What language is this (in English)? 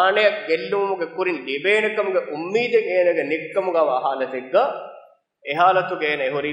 Divehi